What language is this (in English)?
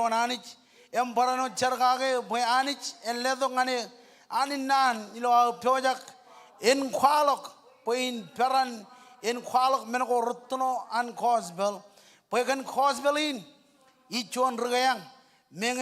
Marshallese